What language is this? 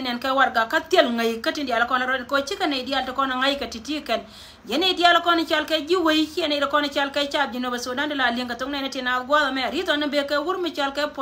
Nuer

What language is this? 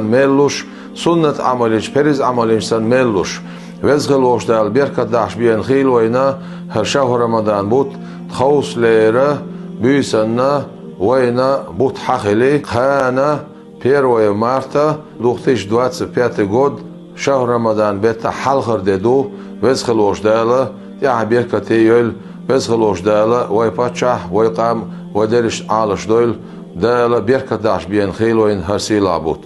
Chechen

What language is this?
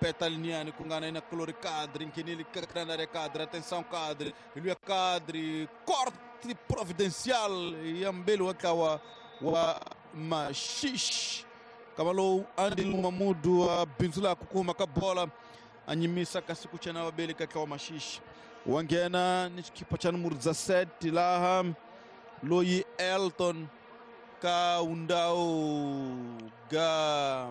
Tsonga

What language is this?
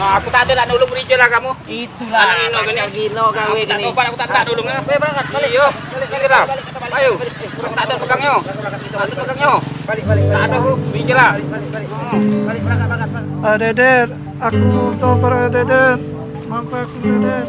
Musi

